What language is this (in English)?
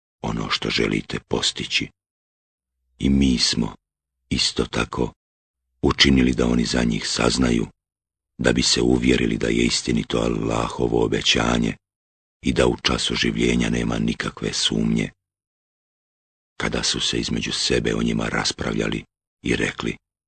Bosnian